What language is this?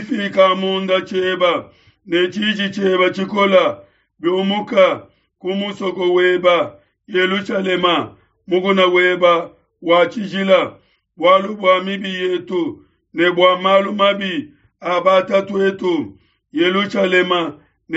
Luba-Lulua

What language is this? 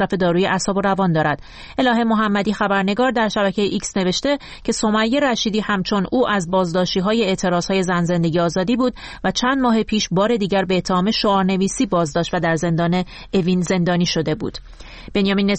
Persian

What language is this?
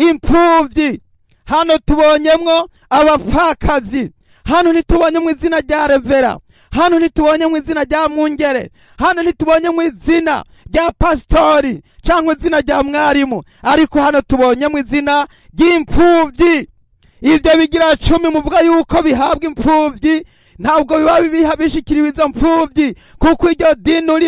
Rundi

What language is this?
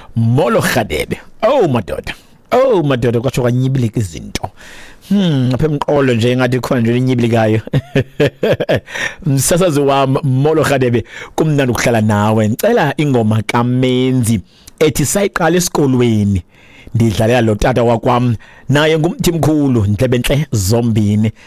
Xhosa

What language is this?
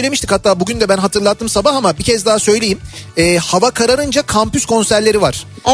Turkish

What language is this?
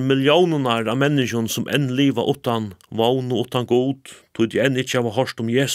Faroese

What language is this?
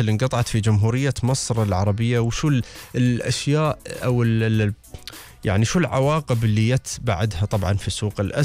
Gulf Arabic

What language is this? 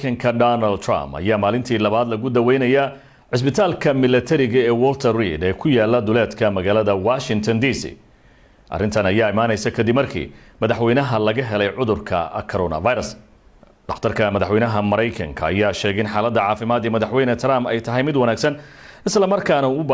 Somali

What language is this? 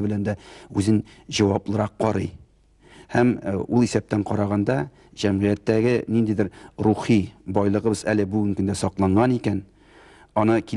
Tatar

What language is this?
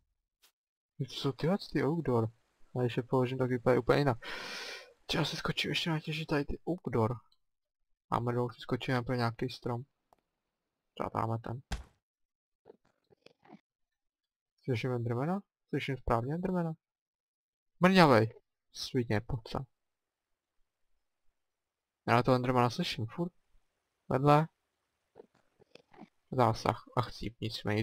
Czech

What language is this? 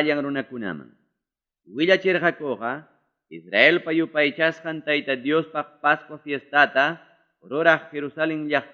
Ayacucho Quechua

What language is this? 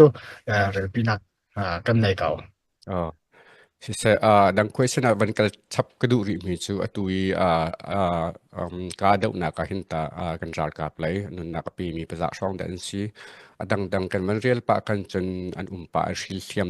Hakha Chin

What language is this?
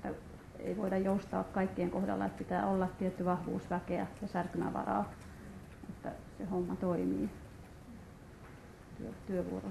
Finnish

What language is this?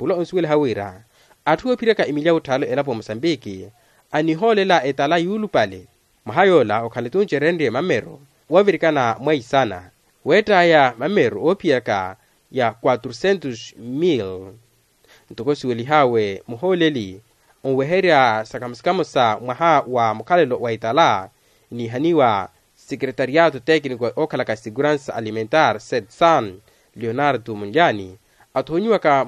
Makhuwa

